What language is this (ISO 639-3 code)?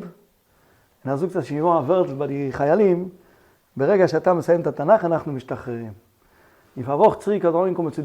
yid